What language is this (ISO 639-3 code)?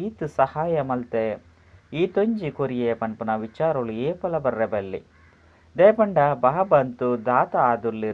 tcy